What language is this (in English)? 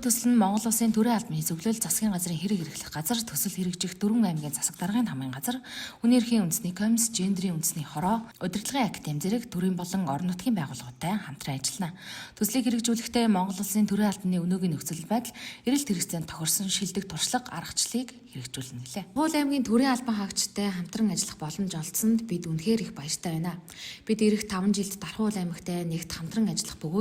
Mongolian